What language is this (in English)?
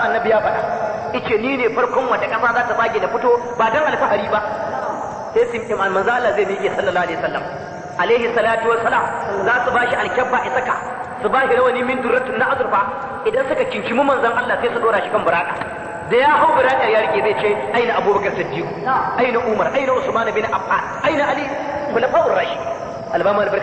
Hausa